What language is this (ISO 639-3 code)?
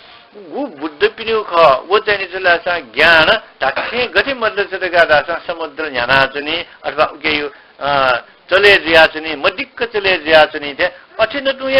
new